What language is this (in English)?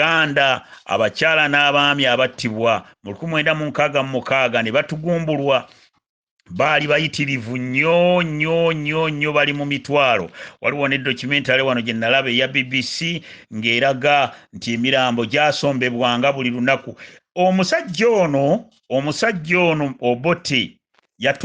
Ganda